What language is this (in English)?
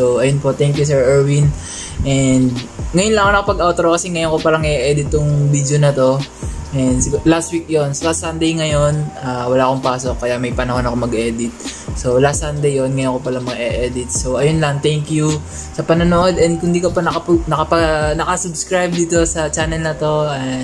Filipino